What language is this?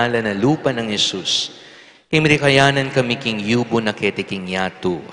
Pampanga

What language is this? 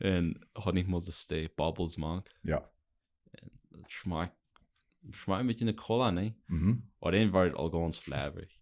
Plautdietsch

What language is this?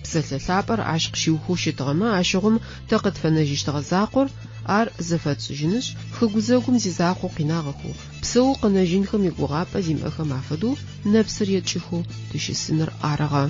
Adyghe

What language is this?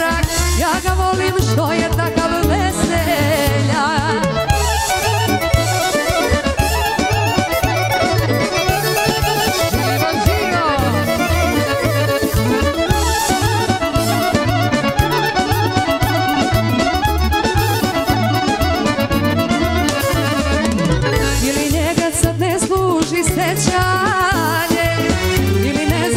Serbian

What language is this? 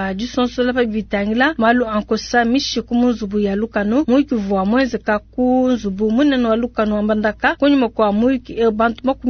Luba-Lulua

